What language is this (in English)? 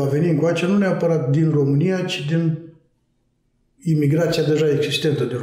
Romanian